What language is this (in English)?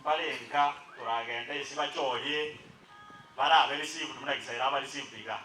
Gusii